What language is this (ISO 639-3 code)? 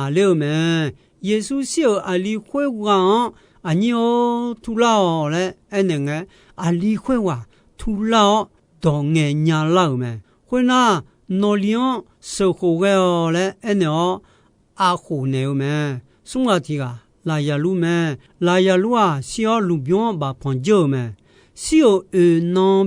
ahk